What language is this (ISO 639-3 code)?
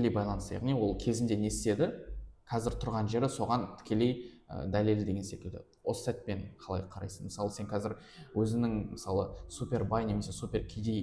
kaz